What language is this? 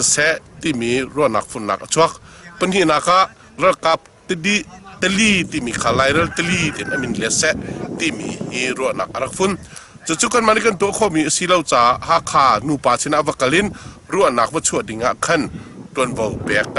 Hakha Chin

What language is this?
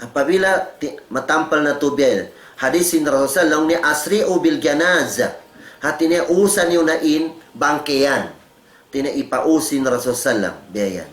Tausug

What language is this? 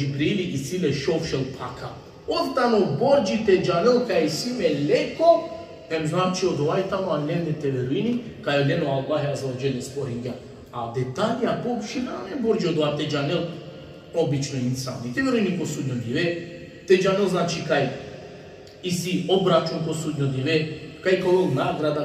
Balkan Romani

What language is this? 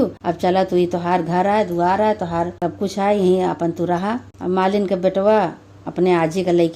Awadhi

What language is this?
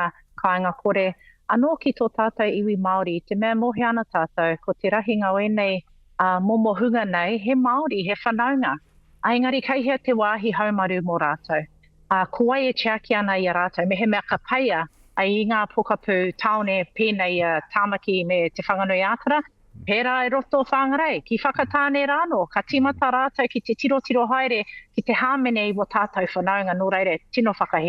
Māori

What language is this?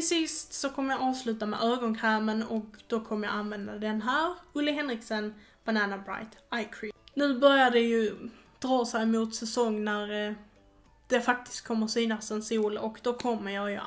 Swedish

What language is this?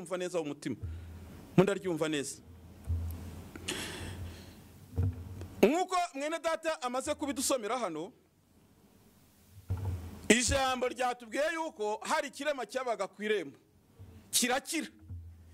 Kinyarwanda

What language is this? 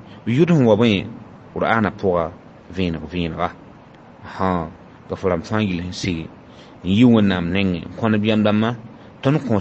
Mossi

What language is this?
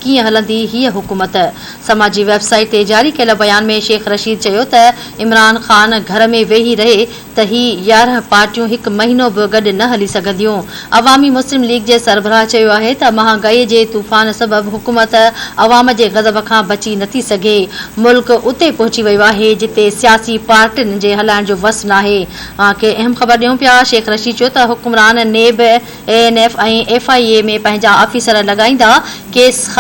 Sindhi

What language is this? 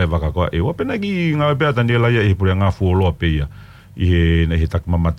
Tongan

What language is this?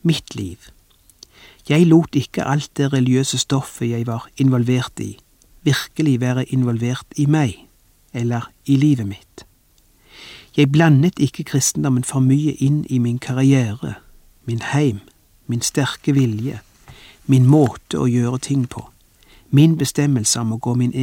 Norwegian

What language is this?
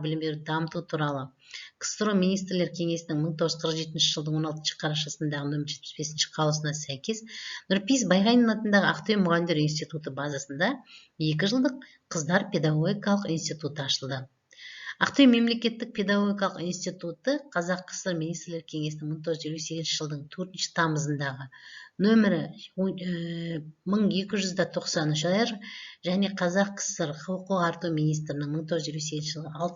Kazakh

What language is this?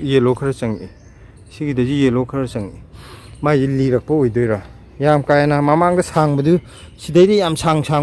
Manipuri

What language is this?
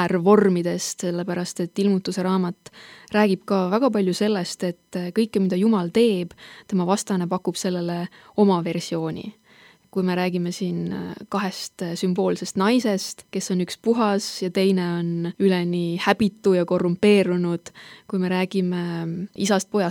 Estonian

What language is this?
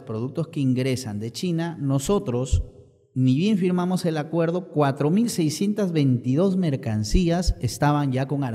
Spanish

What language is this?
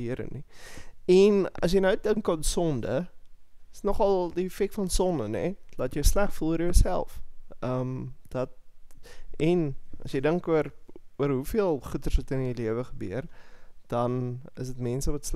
Afrikaans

